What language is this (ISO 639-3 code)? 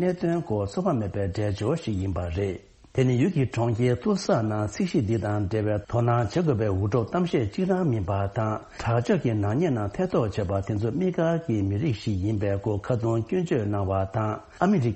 bod